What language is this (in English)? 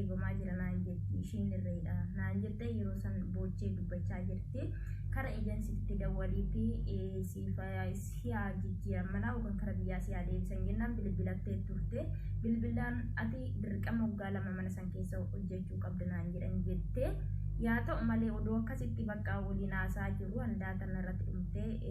Oromo